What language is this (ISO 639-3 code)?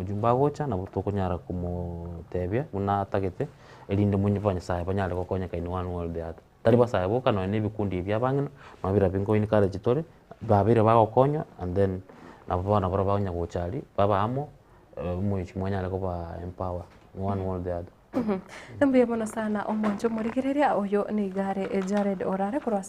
guz